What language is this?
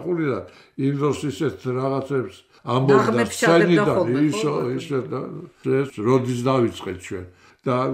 Georgian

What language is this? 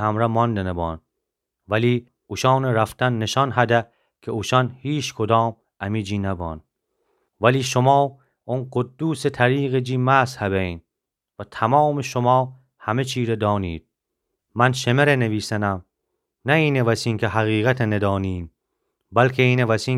Gilaki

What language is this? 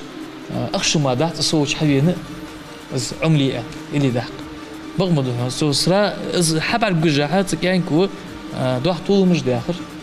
Ingush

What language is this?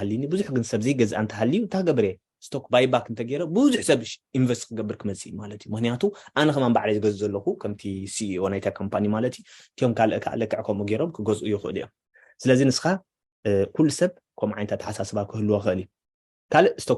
Tigrinya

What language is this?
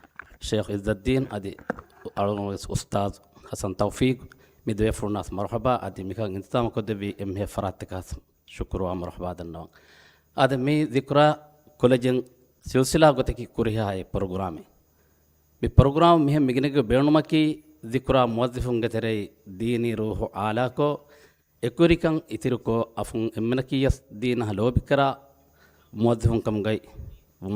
Divehi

